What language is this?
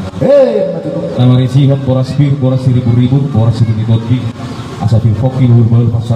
Batak Toba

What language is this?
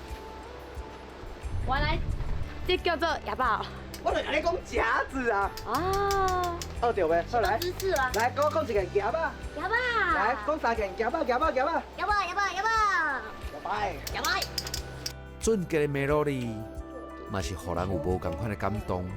Min Nan Chinese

